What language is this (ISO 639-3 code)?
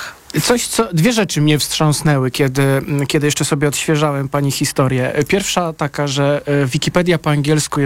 pol